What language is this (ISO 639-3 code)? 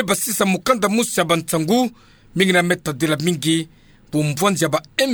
ktu